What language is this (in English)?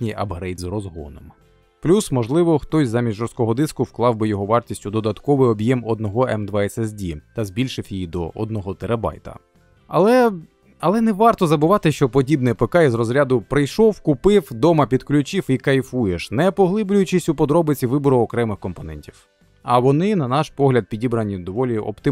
Ukrainian